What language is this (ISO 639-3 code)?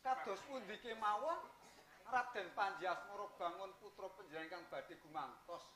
jav